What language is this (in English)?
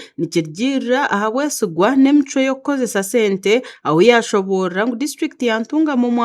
Nyankole